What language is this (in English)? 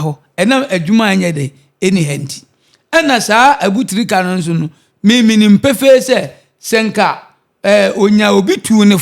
Akan